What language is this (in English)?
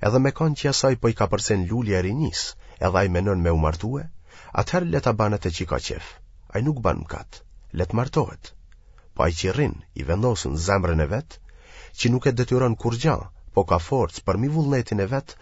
Albanian